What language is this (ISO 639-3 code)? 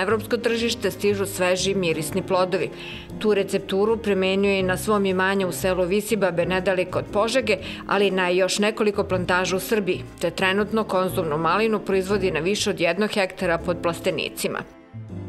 srp